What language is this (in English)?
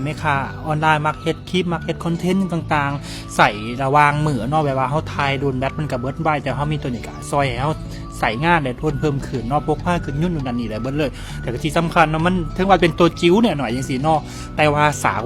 Lao